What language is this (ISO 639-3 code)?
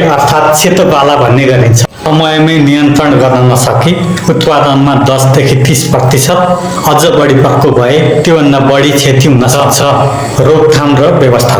nep